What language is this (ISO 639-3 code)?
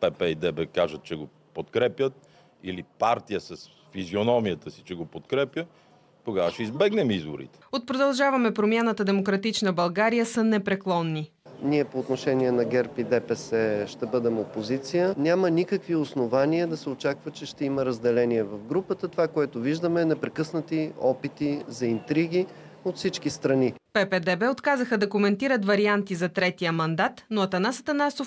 bul